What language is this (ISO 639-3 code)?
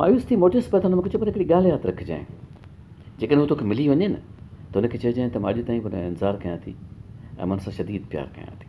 snd